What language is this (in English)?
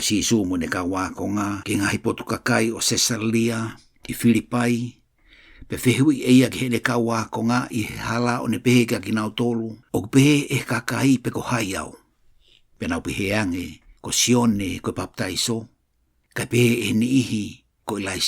Tongan